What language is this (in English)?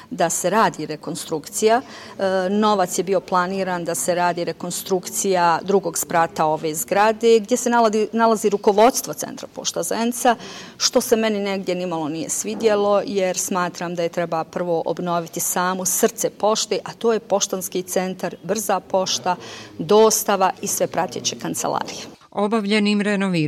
Bosnian